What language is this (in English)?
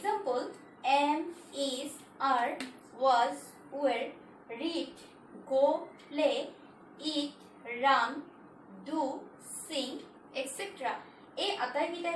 Assamese